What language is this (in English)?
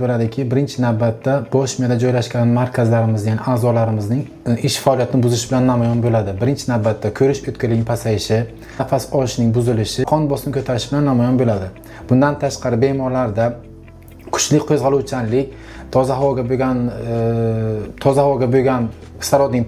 Uzbek